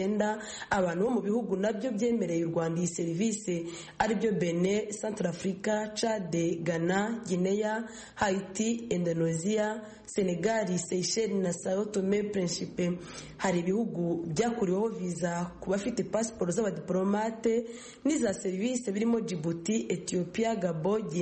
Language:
Kinyarwanda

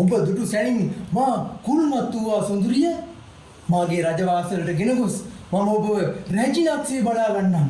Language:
Sinhala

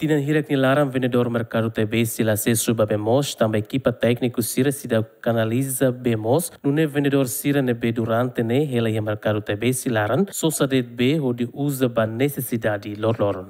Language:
Tetum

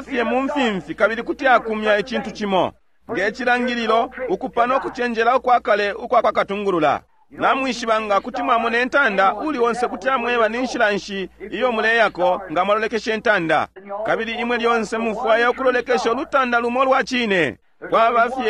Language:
Bemba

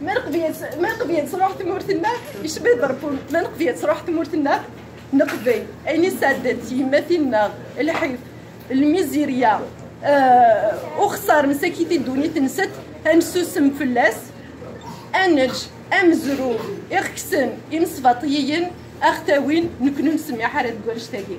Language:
Kabyle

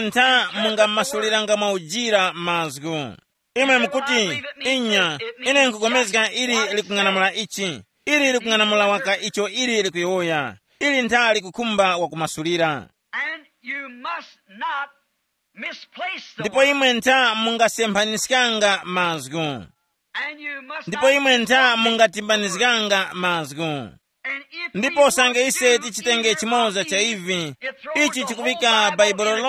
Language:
Tumbuka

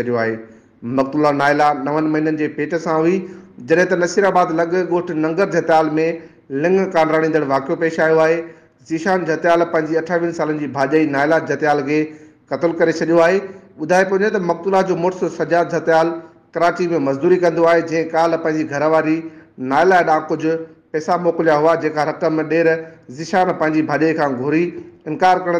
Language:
Sindhi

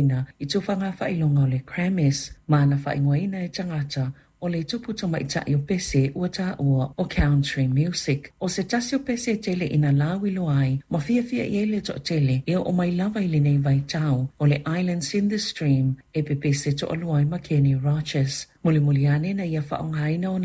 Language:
Samoan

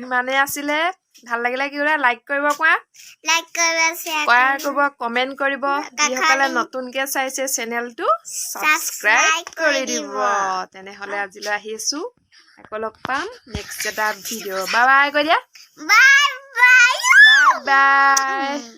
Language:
Assamese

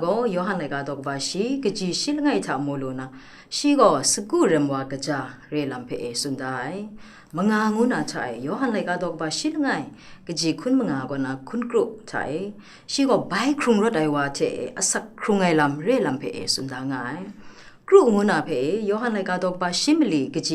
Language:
Kachin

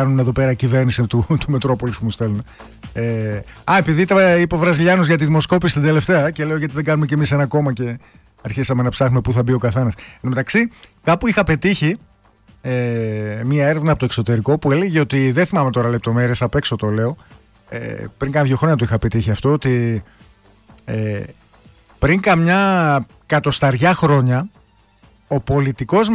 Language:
Greek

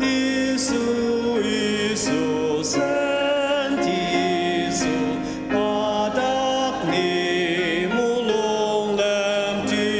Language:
Ao Naga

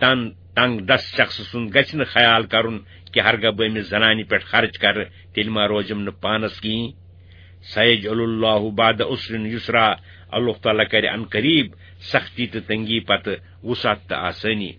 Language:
Kashmiri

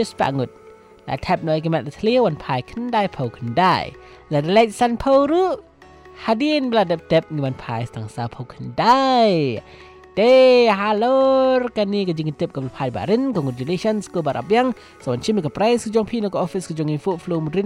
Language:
Malay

